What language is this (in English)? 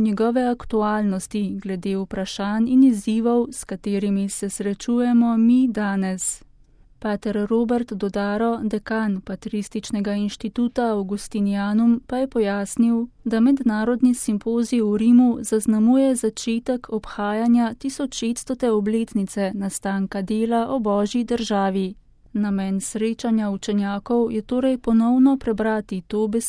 Slovenian